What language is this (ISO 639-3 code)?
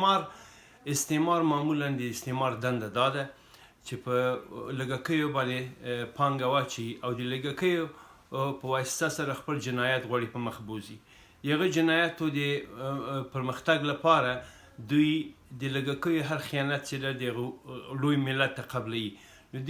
pus